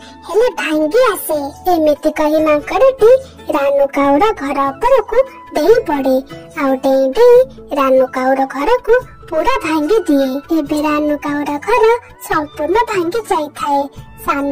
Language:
Odia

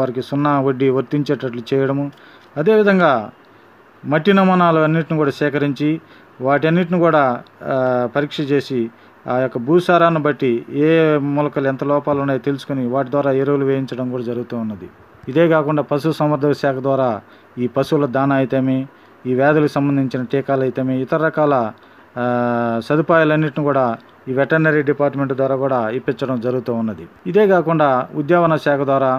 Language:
Telugu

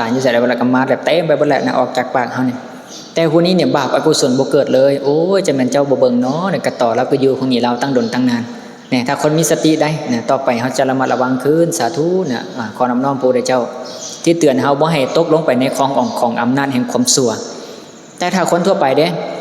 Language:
Lao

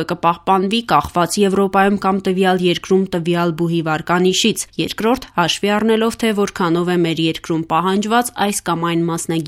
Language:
Armenian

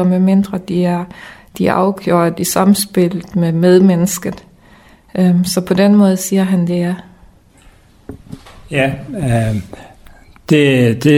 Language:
Danish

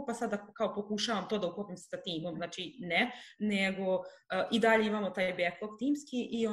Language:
Serbian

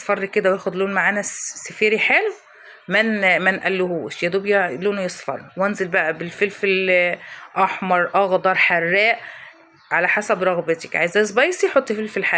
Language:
Egyptian Arabic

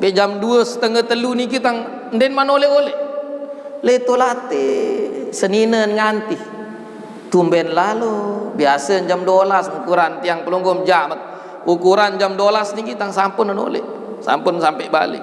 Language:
Sasak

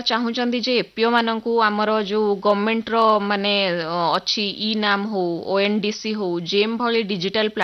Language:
Odia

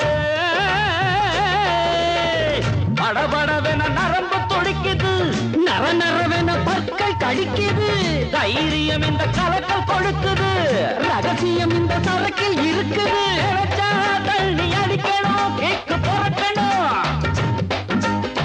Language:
Tamil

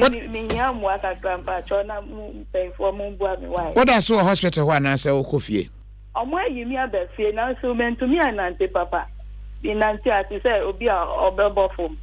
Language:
Akan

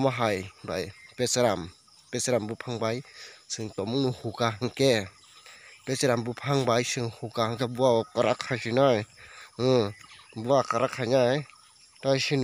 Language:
Kok Borok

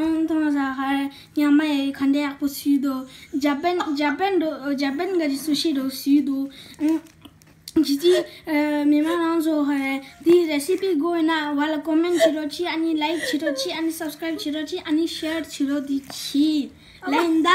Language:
Tibetan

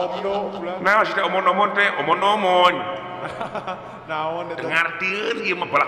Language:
Sundanese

